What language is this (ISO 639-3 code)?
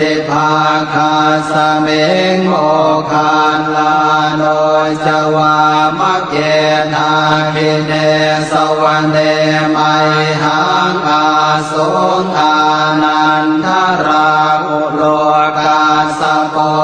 pli